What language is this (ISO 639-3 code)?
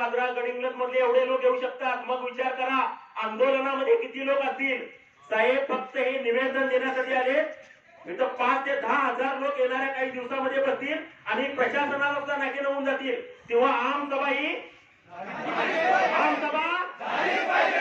mar